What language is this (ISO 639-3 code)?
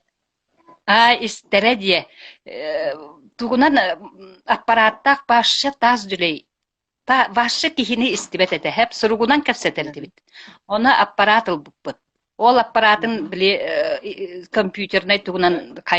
sah